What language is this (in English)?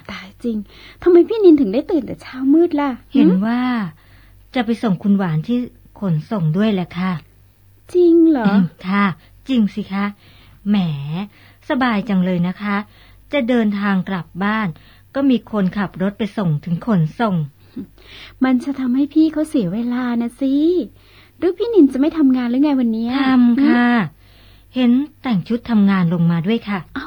Thai